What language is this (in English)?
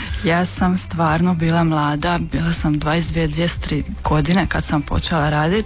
Croatian